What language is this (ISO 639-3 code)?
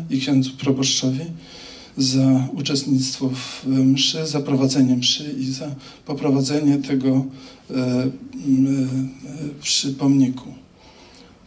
pol